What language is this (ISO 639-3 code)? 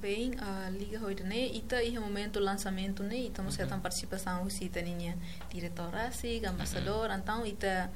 tet